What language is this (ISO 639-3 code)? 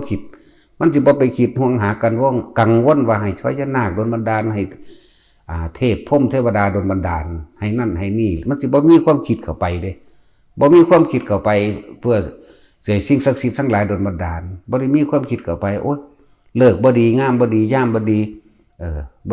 lao